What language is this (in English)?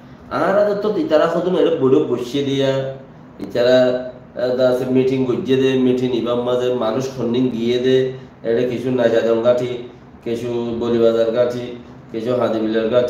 Rohingya